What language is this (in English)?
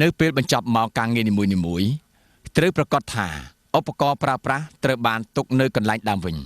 Khmer